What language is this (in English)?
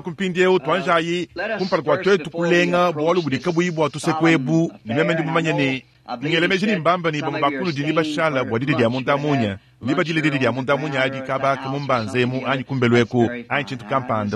Luba-Lulua